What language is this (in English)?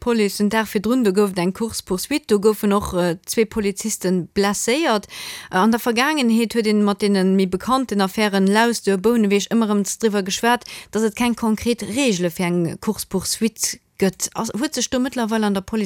Luxembourgish